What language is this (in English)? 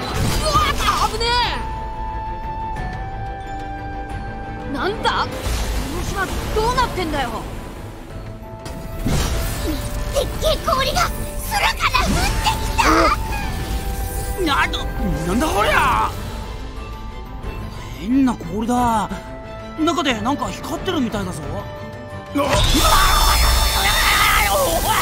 Japanese